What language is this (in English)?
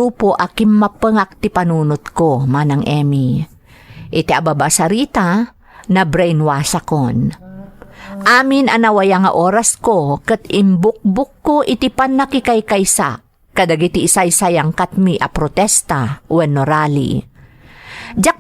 Iloko